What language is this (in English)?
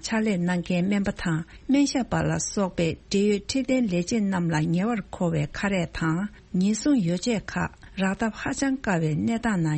Tibetan